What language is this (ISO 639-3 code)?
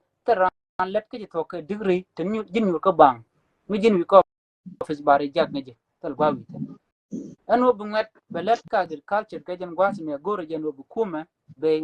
nus